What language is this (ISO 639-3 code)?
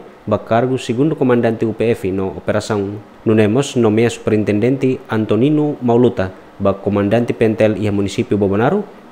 tet